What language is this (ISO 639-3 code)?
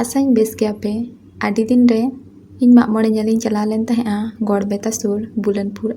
sat